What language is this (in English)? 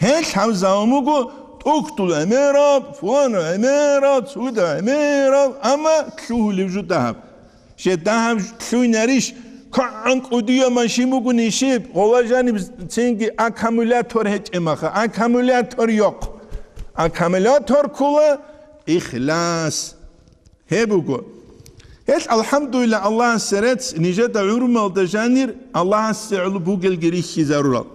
Avaric